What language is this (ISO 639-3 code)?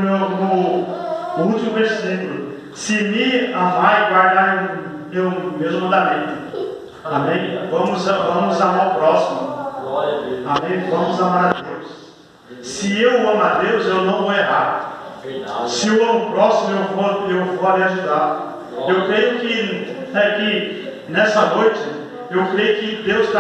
por